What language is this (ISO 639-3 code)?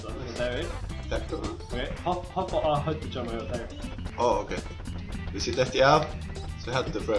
fao